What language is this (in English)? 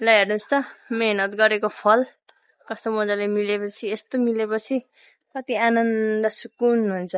Nepali